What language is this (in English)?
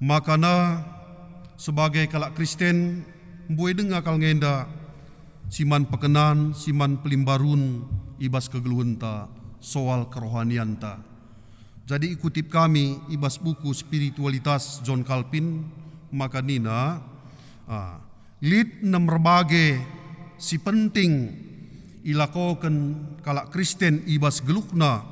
Batak Karo